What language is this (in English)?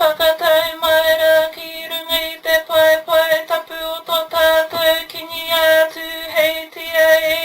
Māori